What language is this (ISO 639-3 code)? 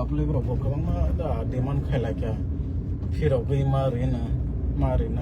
trp